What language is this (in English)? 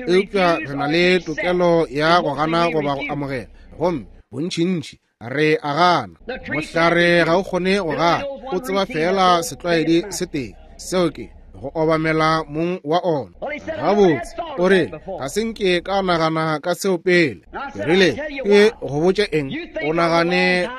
Northern Sotho